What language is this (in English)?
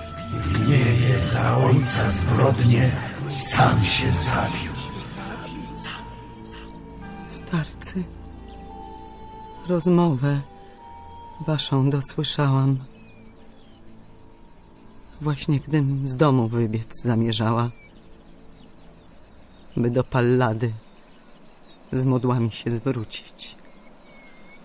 Polish